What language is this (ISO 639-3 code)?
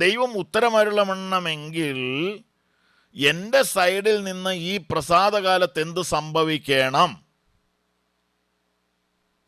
mal